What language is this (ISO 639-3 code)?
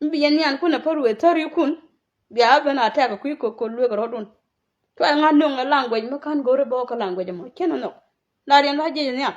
nus